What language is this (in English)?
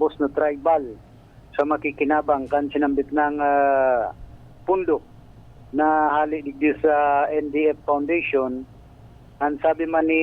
Bikol